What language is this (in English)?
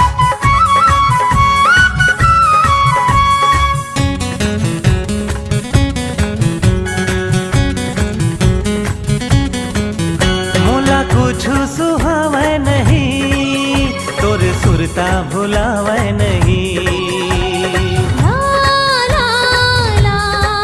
Chhattisgarhi